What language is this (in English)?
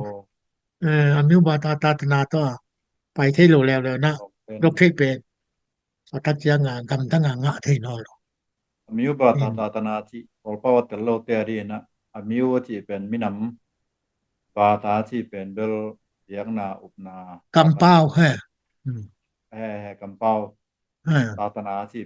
Tedim Chin